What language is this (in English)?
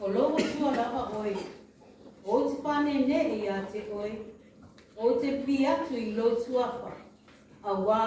Māori